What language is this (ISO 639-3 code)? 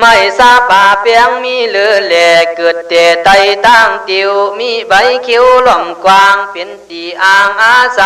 kkh